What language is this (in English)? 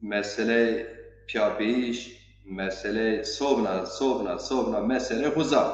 Zaza